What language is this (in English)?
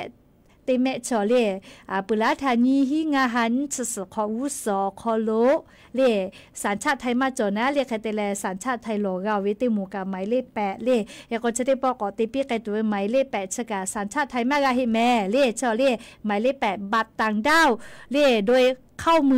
Lahu